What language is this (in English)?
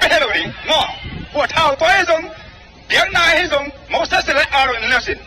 Tedim Chin